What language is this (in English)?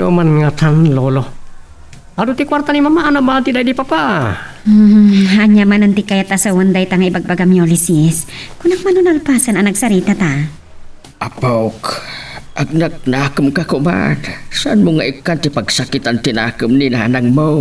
Iloko